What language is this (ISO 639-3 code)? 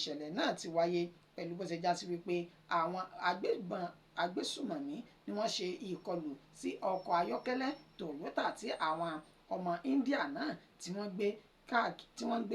yor